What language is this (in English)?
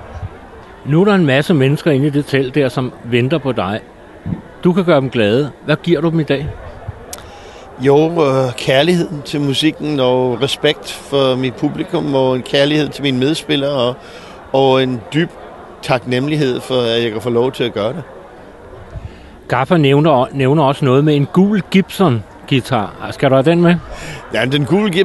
Danish